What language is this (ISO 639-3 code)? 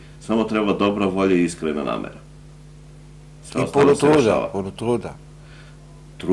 srp